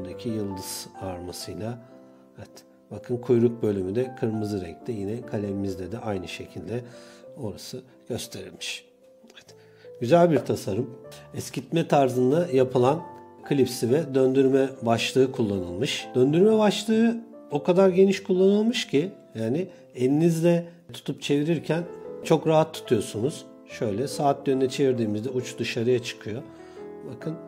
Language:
Turkish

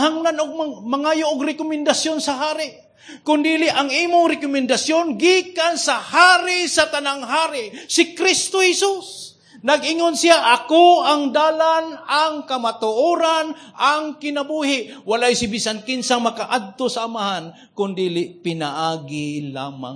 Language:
Cebuano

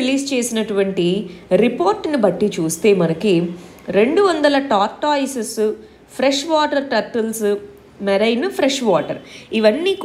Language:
Telugu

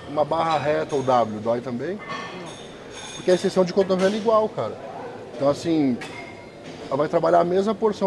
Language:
Portuguese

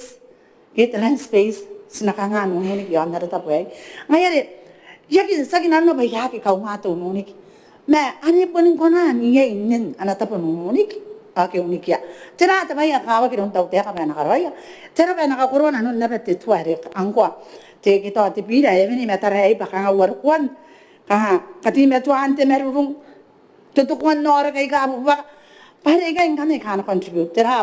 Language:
Gilbertese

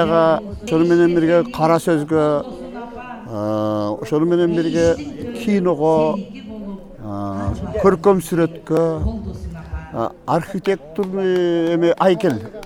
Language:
Kyrgyz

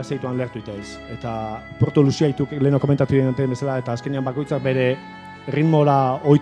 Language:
Basque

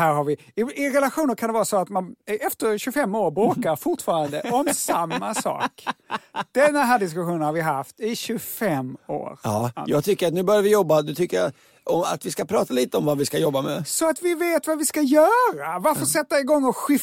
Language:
Swedish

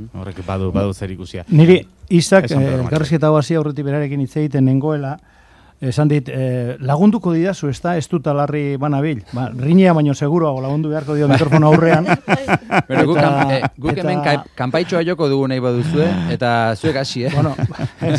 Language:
Basque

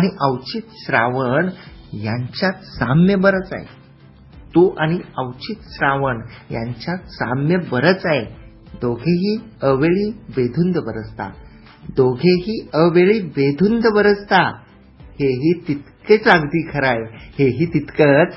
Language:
Marathi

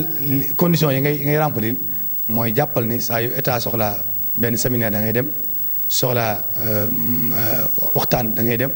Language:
Wolof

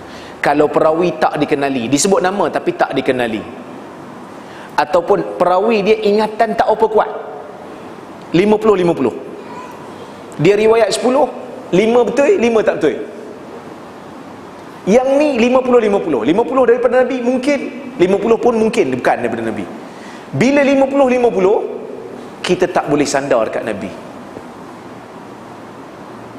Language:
Malay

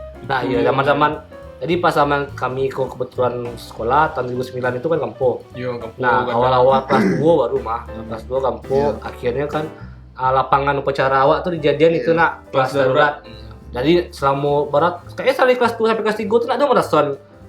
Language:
Minangkabau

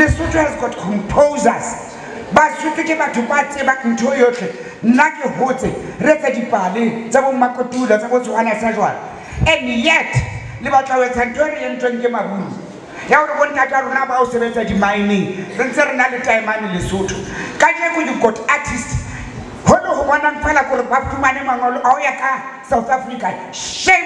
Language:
Southern Sotho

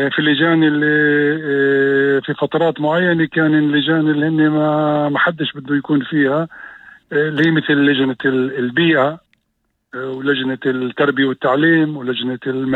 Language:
North Levantine Arabic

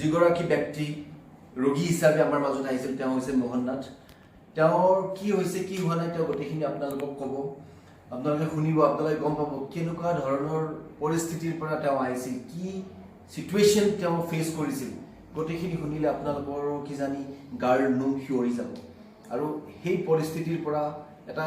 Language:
Assamese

